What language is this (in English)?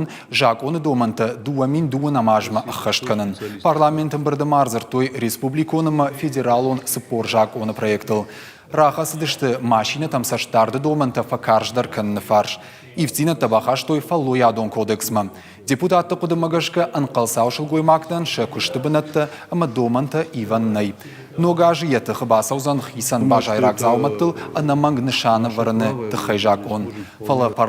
Ossetic